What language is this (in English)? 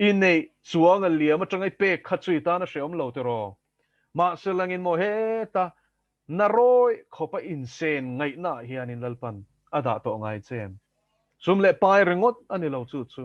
Mizo